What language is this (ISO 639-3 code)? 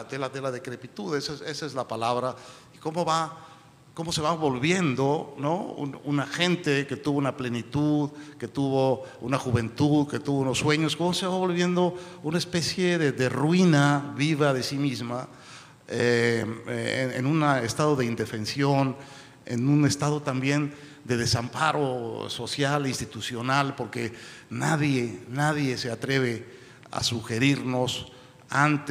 spa